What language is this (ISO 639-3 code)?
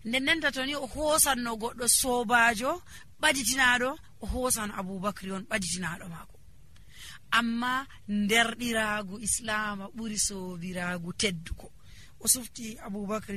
fuv